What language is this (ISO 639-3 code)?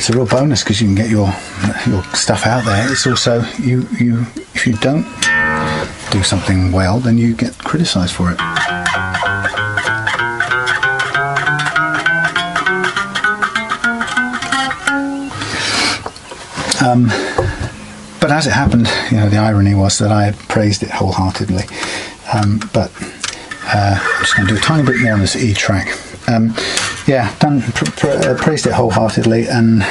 eng